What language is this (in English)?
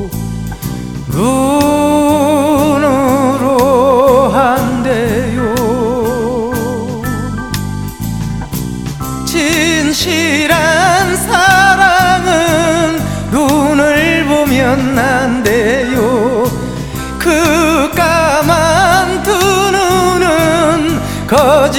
Korean